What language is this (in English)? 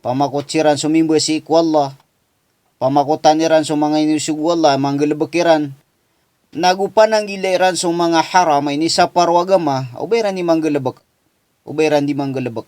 Maranao